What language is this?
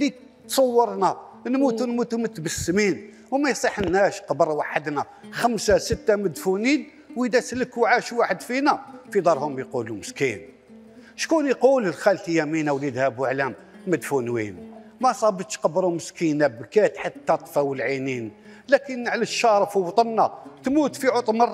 Algerian Arabic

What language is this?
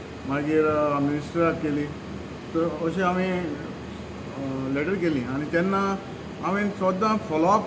Konkani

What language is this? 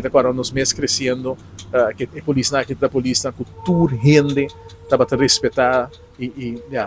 Papiamento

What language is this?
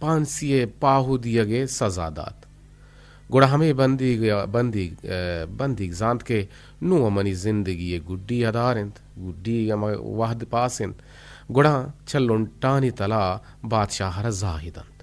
Eastern Balochi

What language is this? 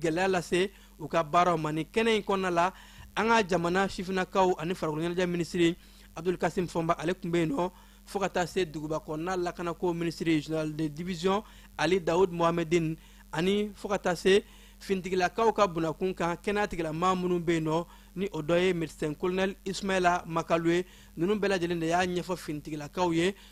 Bambara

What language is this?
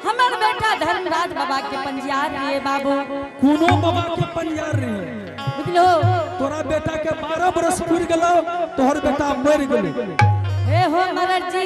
Angika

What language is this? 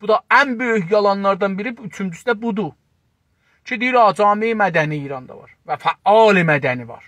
South Azerbaijani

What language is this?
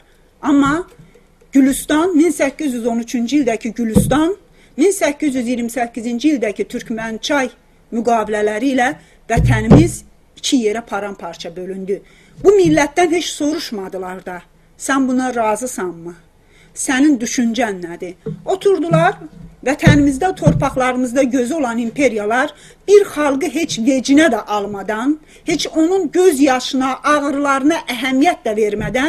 South Azerbaijani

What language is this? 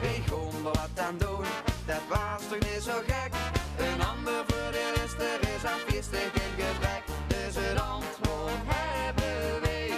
Limburgish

